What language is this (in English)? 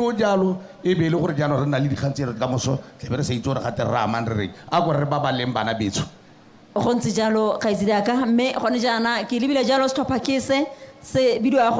Tswana